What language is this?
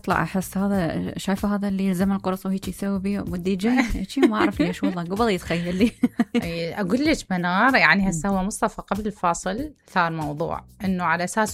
Mesopotamian Arabic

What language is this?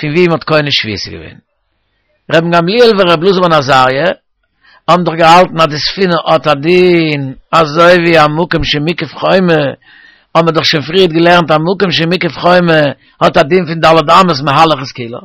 Yiddish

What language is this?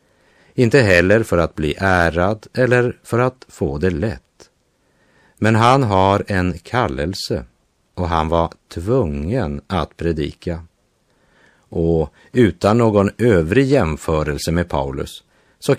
Swedish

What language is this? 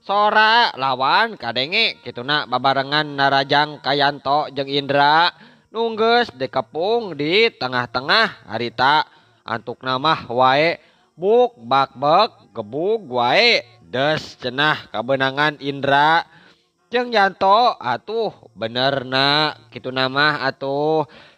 Sundanese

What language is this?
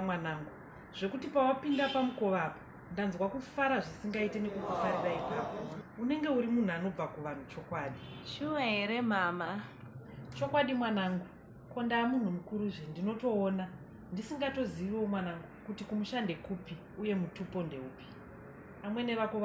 Shona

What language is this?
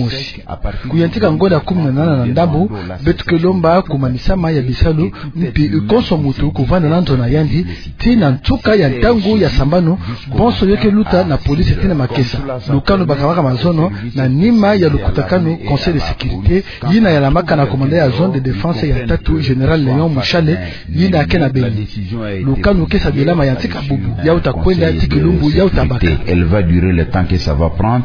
Kituba (Democratic Republic of Congo)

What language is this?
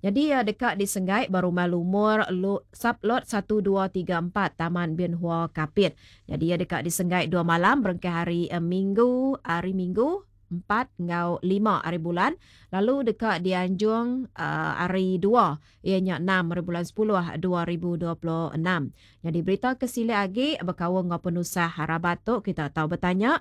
Iban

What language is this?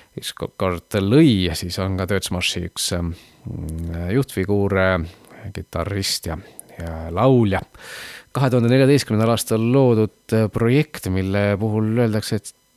Estonian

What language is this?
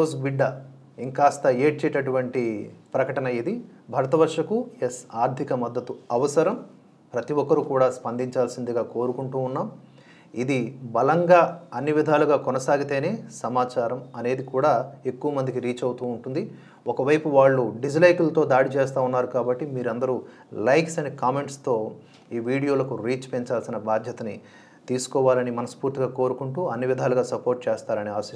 Telugu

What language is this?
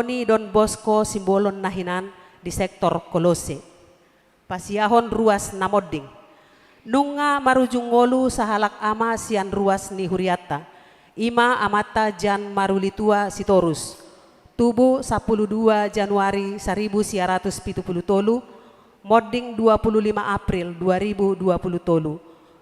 Batak Toba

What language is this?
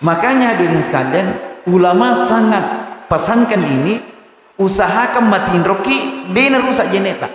Buginese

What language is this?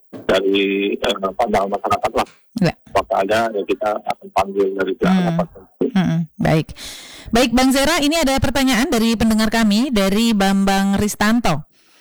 Indonesian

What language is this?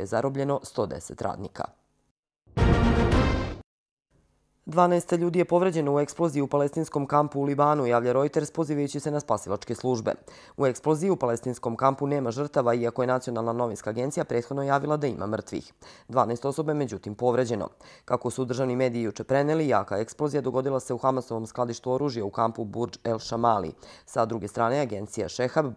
Serbian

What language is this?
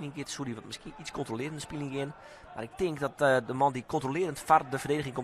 Western Frisian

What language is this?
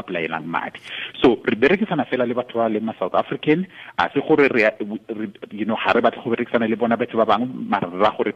Tswana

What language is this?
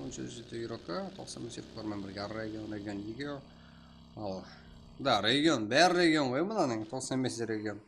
Kara-Kalpak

